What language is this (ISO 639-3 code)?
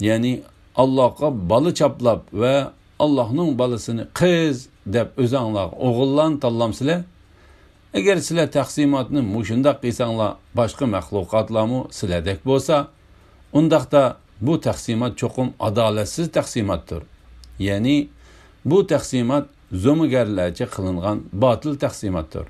uig